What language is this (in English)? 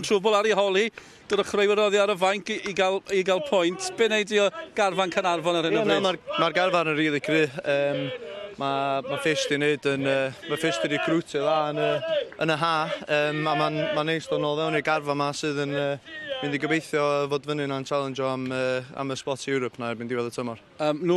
Welsh